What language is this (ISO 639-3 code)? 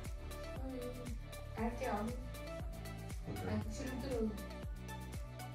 ita